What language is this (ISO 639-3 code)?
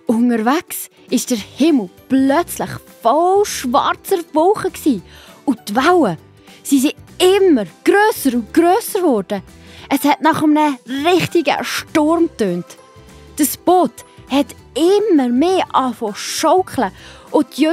gsw